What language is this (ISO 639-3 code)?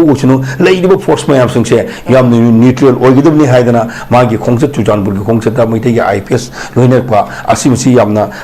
mni